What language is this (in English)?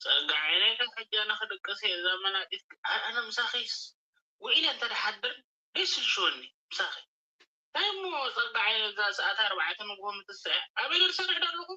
Tigrinya